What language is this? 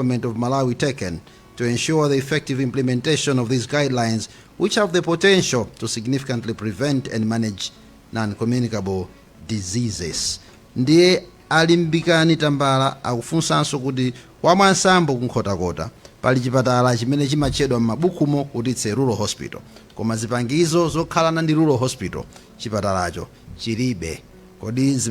Nyanja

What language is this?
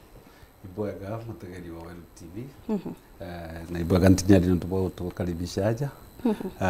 Meru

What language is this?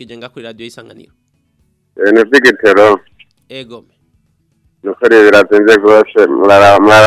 Rundi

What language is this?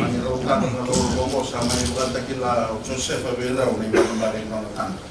Fijian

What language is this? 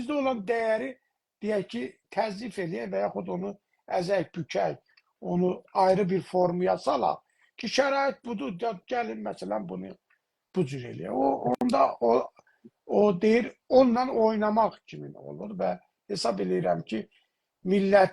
South Azerbaijani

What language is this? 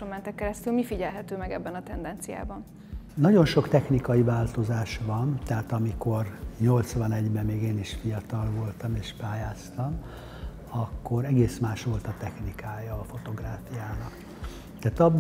Hungarian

